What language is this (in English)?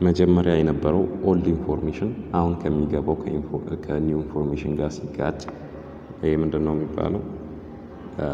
Amharic